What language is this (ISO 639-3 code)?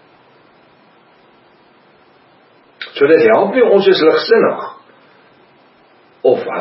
afr